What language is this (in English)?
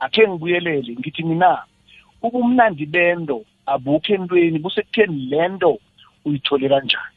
South Ndebele